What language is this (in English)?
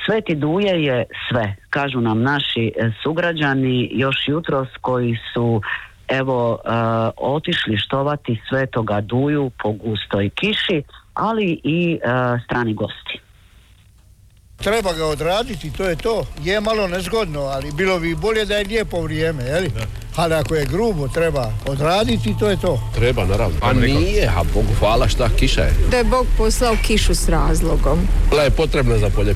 Croatian